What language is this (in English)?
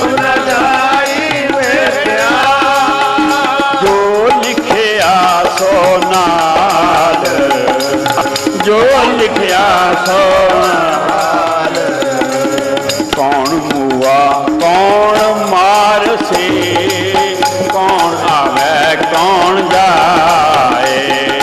Punjabi